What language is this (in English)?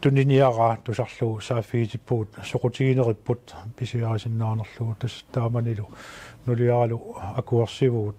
Kalaallisut